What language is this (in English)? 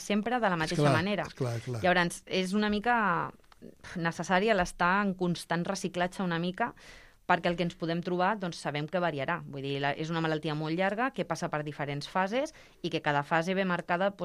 Catalan